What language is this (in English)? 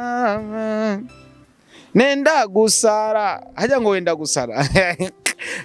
Rundi